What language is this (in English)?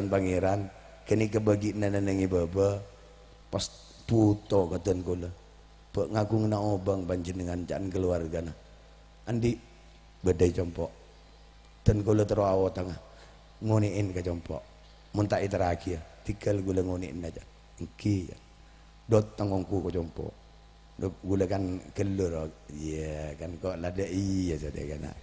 Madurese